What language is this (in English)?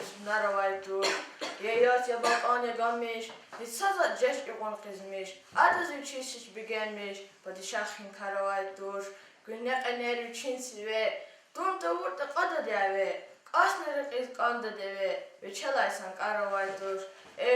Lezghian